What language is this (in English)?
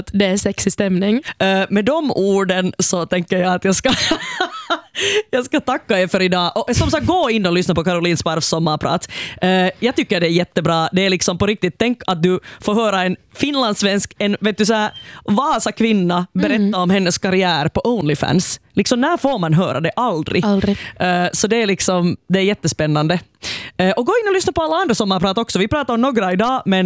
Swedish